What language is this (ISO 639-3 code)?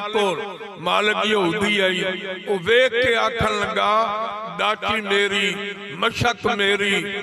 skr